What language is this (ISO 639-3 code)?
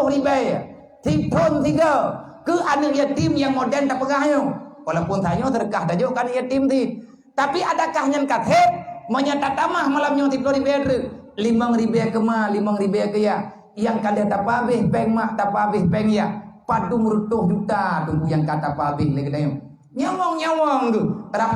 ace